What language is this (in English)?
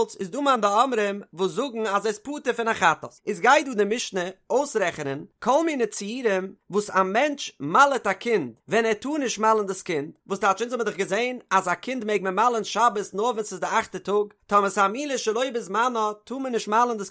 Yiddish